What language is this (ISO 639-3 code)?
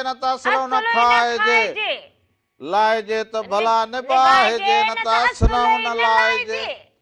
snd